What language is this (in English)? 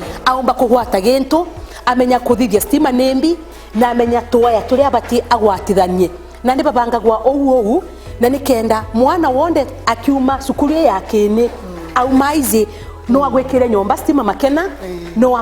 Meru